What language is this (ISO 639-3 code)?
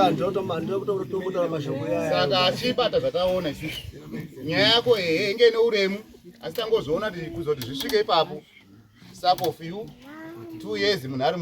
sna